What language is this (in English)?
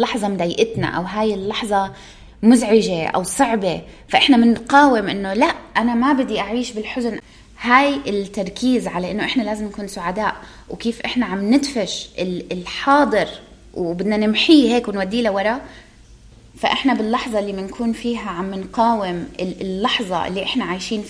North Levantine Arabic